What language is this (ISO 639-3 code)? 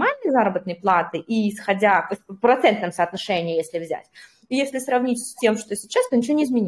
rus